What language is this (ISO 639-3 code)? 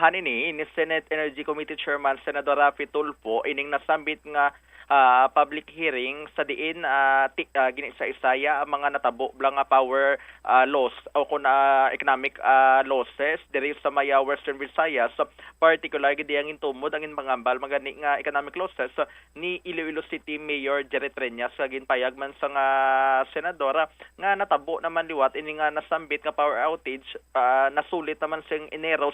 hil